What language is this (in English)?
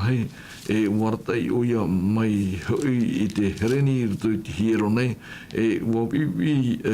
Tahitian